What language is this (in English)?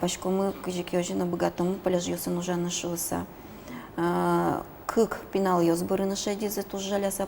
Udmurt